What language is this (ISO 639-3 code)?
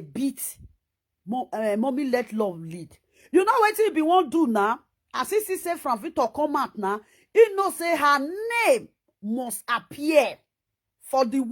pcm